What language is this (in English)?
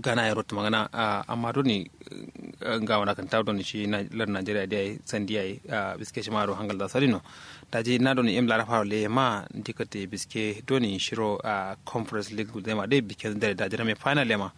Kanuri